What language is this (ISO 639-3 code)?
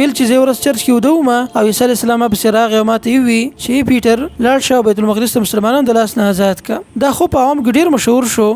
pus